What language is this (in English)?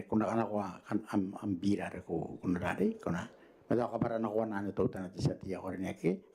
Gilbertese